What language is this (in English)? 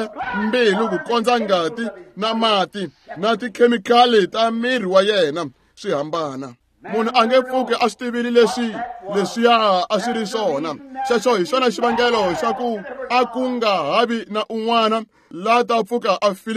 Tsonga